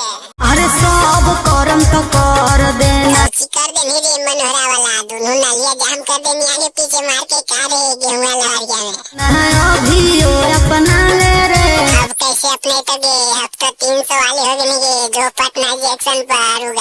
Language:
Magahi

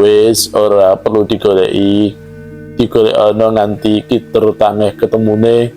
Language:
Javanese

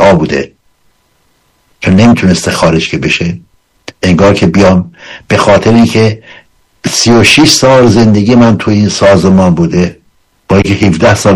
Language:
Persian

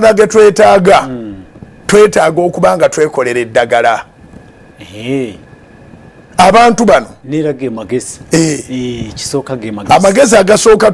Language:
Ganda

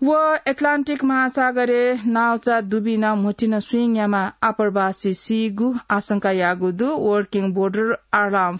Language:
Newari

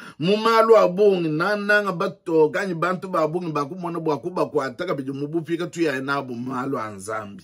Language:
Luba-Lulua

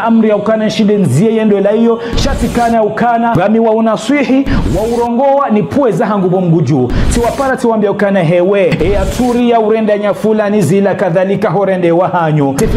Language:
Ngazidja Comorian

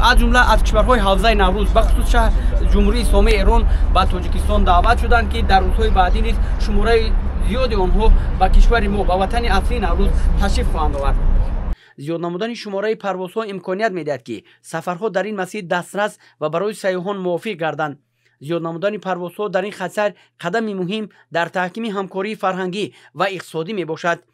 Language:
Tajik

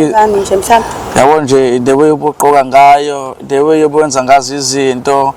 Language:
Zulu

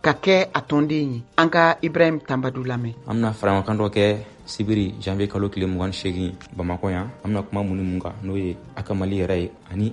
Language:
Bambara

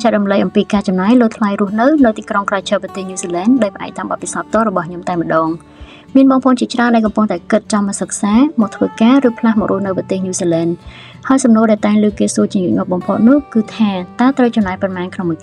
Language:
Khmer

